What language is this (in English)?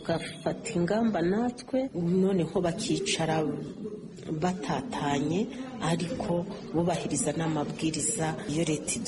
Kinyarwanda